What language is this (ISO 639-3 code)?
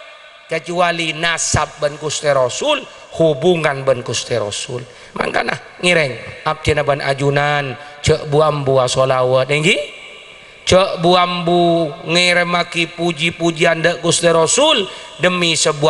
mad